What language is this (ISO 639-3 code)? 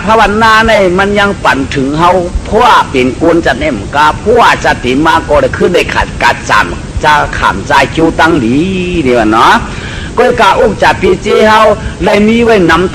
shn